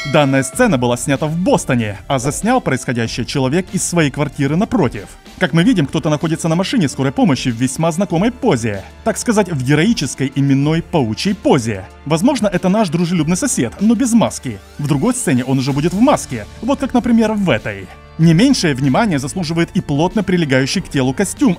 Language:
Russian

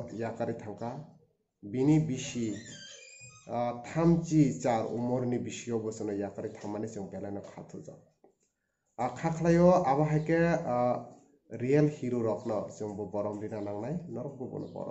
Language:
Kok Borok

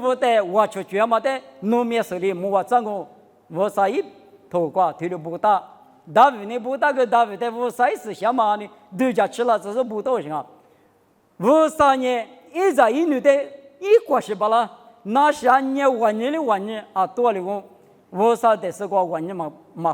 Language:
Lisu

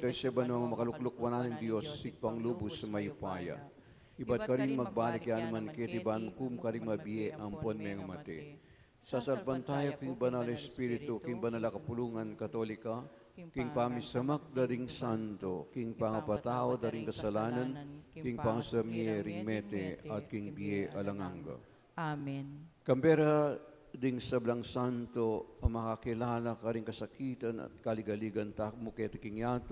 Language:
Pampanga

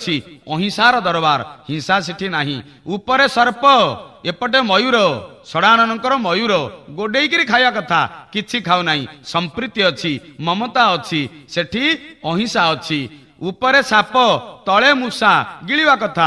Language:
Odia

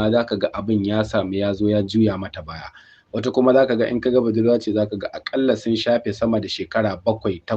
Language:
Hausa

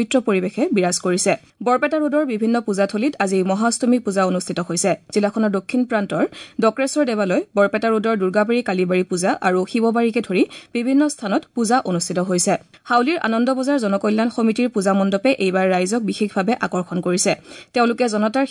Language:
Assamese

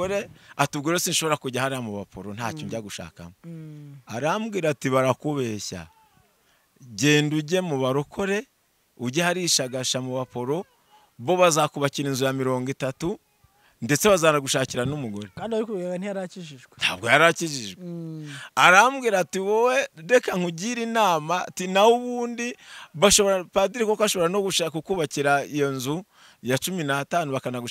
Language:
Kinyarwanda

